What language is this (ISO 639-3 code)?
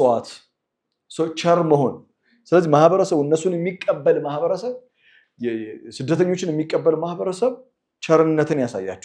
amh